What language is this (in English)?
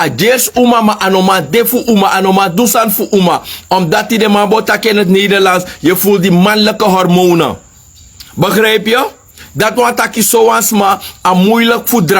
Sranan Tongo